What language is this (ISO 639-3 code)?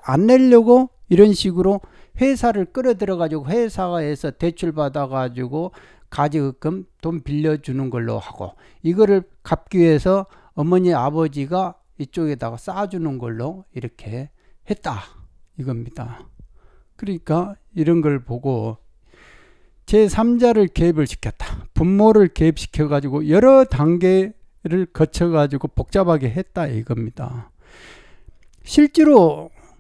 kor